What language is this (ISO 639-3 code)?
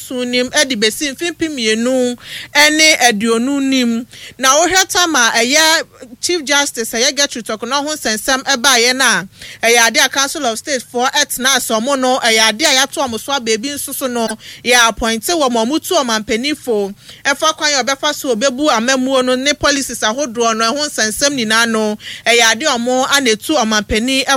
aka